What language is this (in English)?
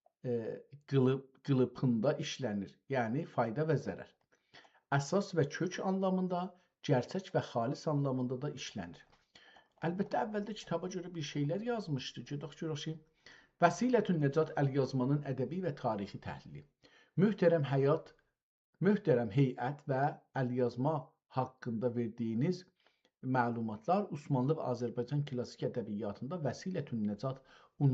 South Azerbaijani